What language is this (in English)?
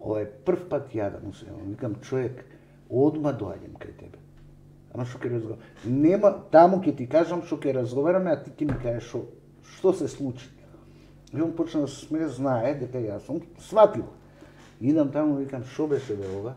Macedonian